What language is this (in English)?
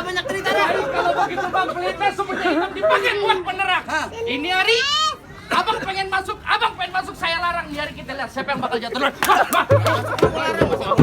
Betawi